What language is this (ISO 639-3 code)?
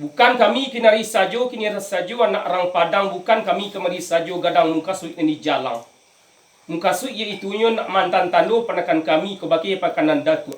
min